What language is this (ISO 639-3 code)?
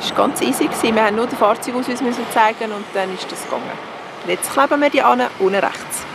gsw